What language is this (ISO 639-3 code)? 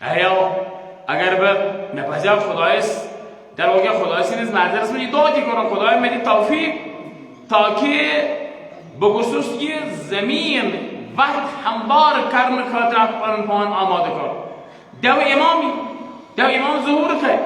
kas